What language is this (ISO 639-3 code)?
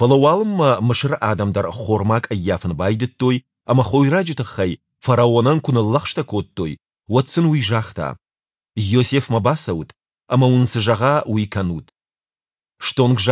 oss